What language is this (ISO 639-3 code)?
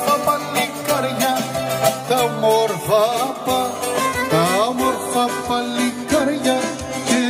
ell